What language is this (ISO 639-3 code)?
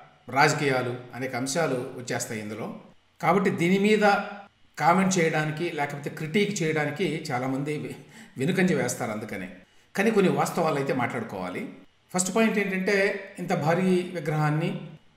tel